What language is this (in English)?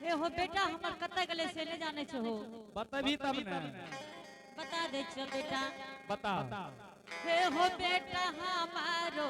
Angika